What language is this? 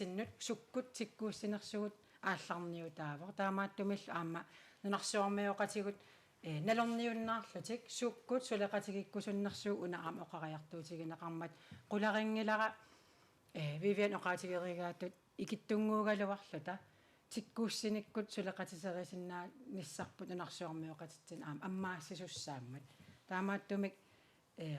Kalaallisut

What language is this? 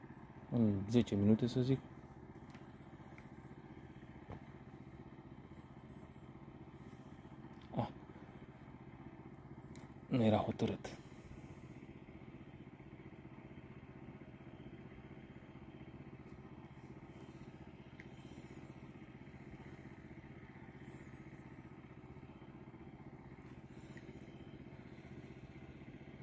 Romanian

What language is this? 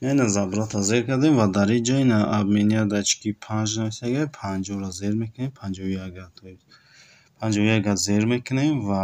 Tajik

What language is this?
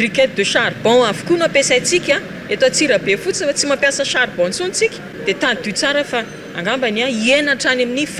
Malagasy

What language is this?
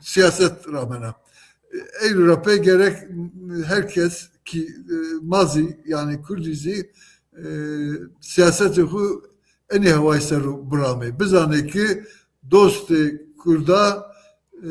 Zaza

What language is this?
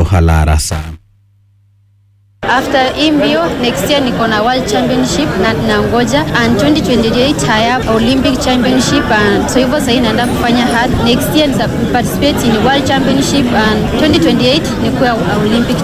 Swahili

